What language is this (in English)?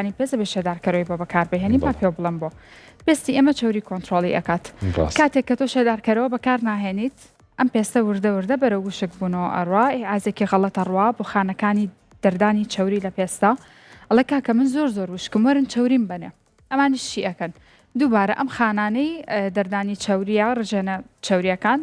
Central Kurdish